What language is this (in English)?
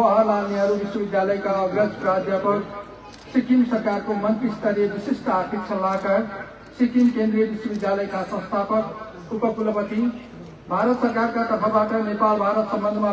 Nepali